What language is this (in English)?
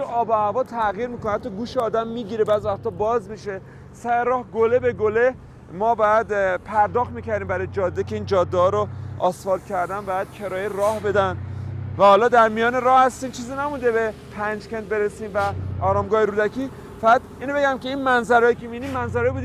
Persian